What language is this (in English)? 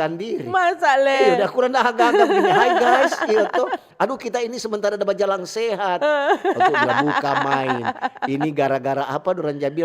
Manado Malay